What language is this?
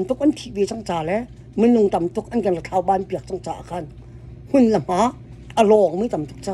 Hakha Chin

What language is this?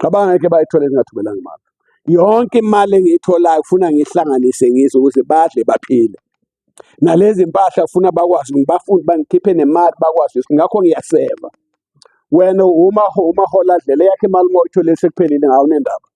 Zulu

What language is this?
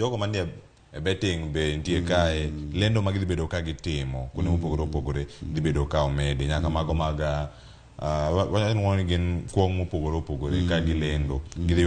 Luo (Kenya and Tanzania)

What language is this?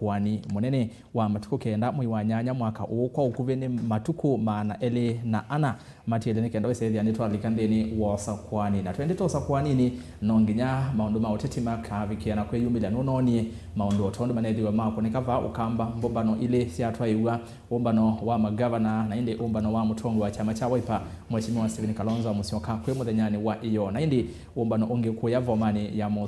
Kamba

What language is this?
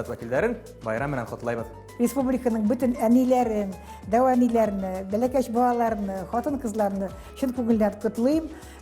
Bashkir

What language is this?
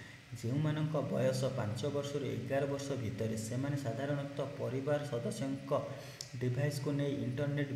Odia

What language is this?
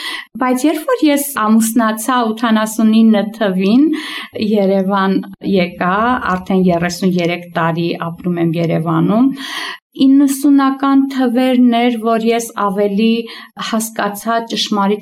Armenian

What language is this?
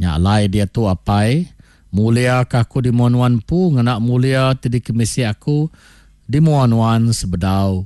Iban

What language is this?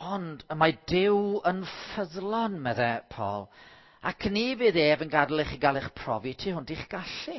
Welsh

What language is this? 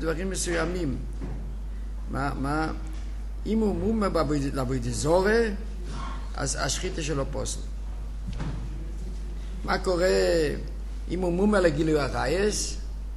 Hebrew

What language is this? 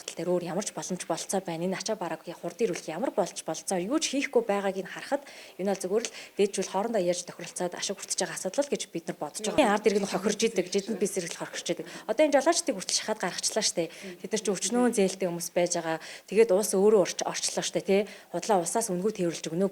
Mongolian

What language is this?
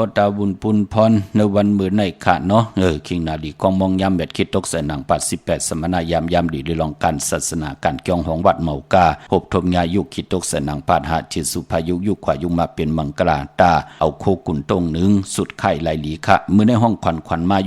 Shan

